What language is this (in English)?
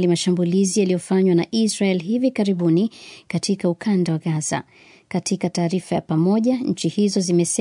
Swahili